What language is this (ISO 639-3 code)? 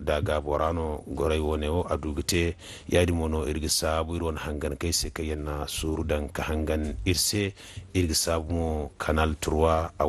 dje